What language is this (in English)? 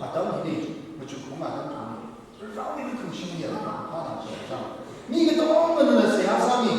Tangkhul Naga (India)